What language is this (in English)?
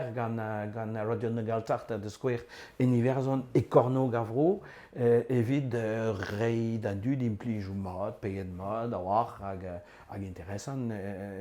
Breton